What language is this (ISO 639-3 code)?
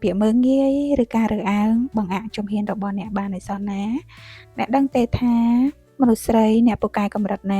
khm